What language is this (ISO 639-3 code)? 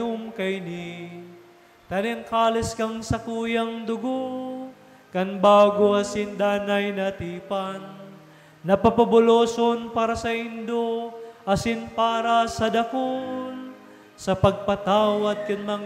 bik